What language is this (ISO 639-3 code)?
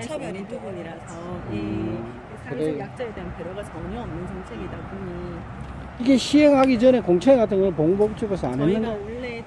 kor